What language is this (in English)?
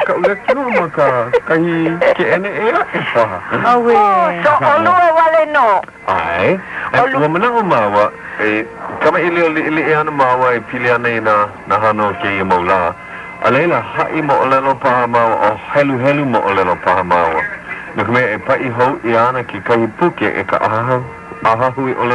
Hawaiian